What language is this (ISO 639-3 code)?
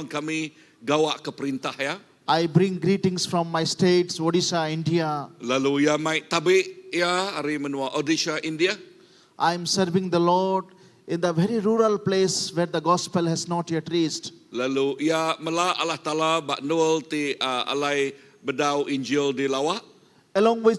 iba